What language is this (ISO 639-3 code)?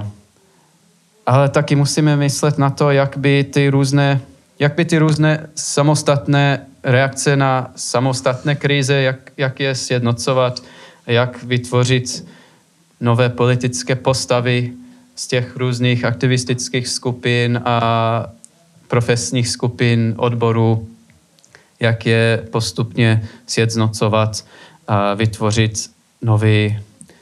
ces